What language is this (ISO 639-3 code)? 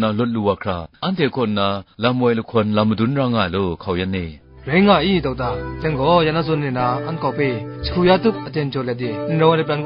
kac